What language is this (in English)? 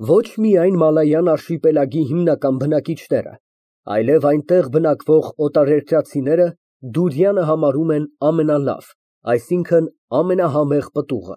Armenian